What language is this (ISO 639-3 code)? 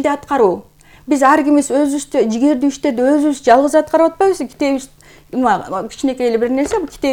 kir